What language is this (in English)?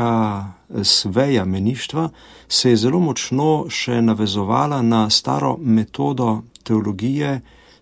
Slovenian